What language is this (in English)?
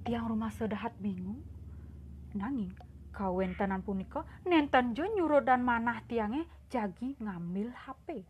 Balinese